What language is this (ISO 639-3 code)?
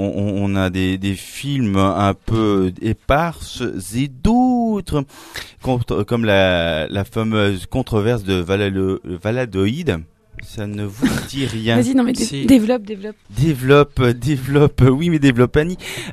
fra